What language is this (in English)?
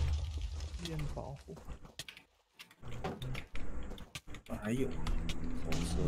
Chinese